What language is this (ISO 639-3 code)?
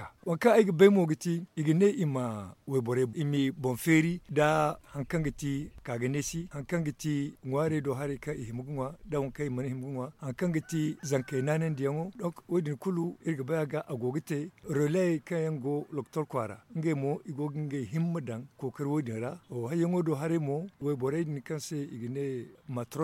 dje